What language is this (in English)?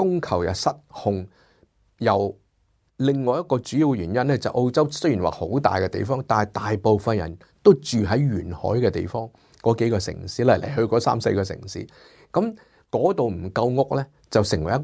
Cantonese